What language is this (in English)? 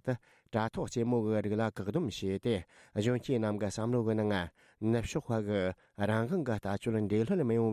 Tibetan